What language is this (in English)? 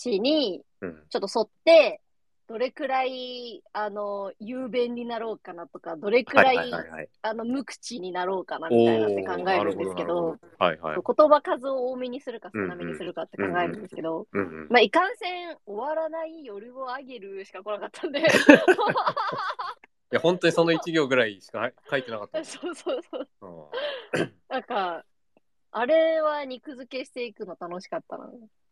Japanese